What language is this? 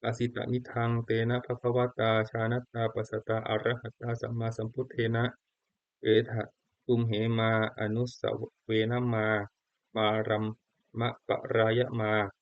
Pali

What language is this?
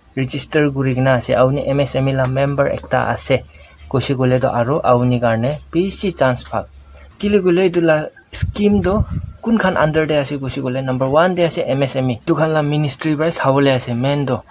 Naga Pidgin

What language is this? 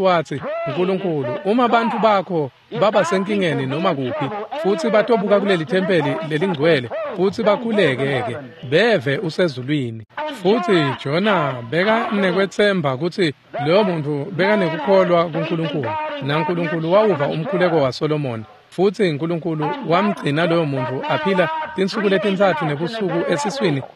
Swati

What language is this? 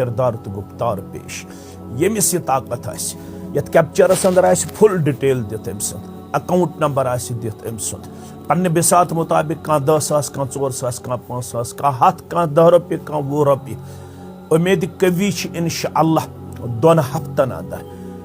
Kashmiri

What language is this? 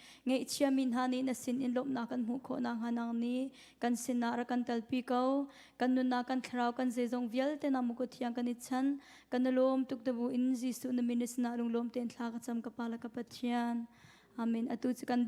Hakha Chin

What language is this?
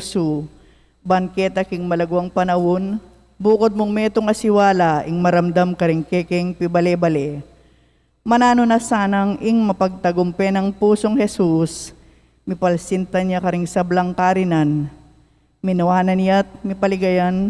Pampanga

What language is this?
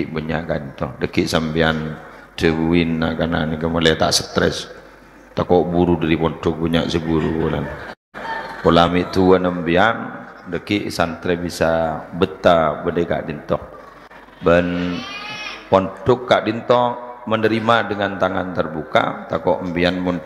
Madurese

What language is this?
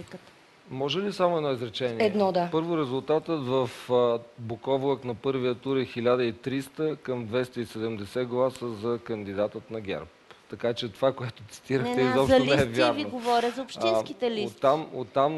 Bulgarian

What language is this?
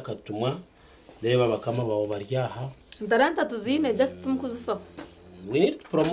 Nyankole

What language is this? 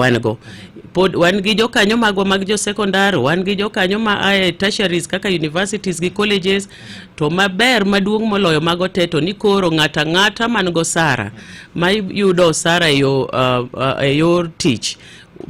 Luo (Kenya and Tanzania)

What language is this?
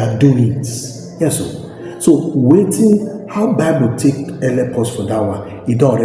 Nigerian Pidgin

